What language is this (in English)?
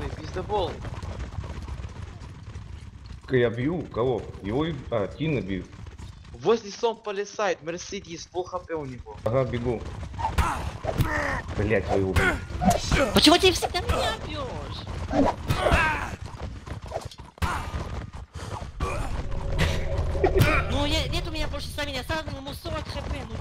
Russian